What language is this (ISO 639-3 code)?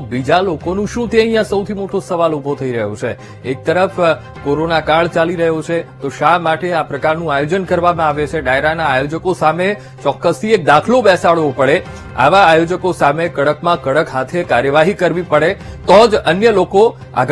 guj